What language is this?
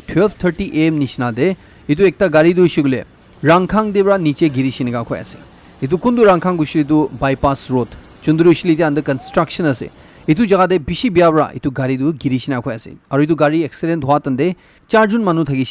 Naga Pidgin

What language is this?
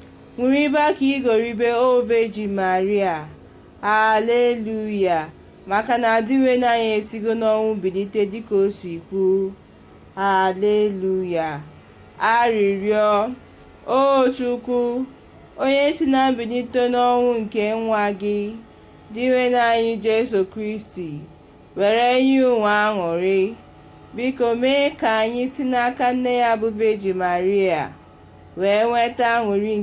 Igbo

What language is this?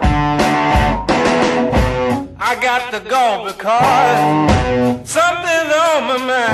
English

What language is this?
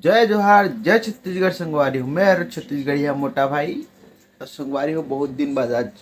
Chhattisgarhi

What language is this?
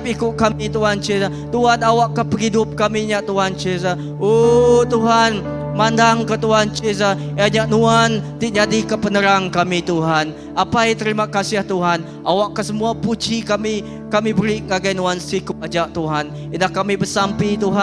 Iban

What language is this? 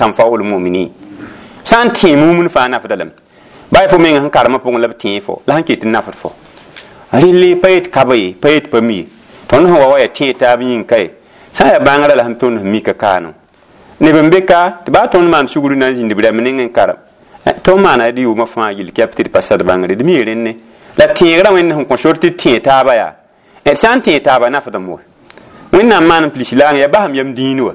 Mossi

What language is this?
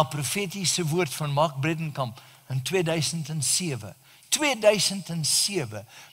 Afrikaans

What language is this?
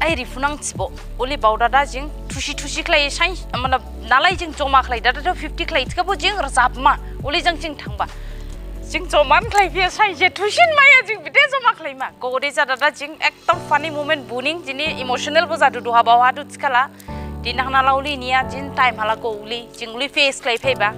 Dimasa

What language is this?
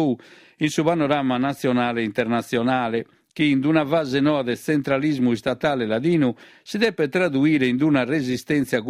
Sardinian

